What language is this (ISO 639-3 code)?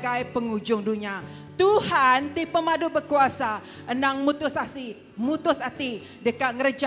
iba